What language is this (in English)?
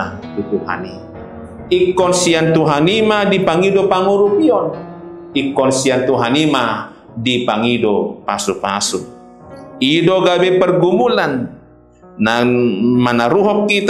Batak Toba